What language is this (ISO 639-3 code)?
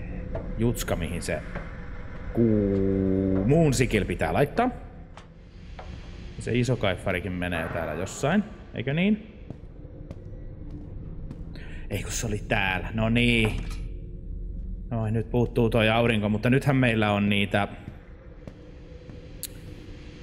fin